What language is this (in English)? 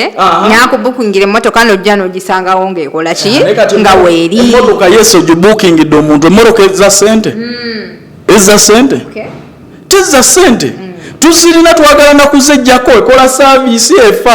Ganda